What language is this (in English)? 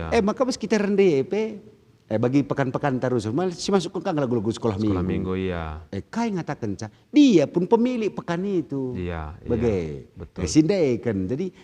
Batak Karo